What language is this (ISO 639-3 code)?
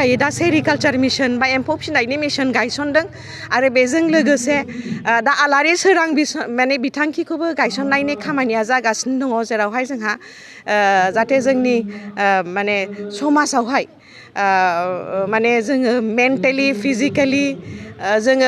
brx